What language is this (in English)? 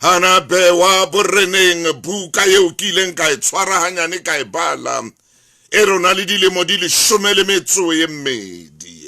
Southern Sotho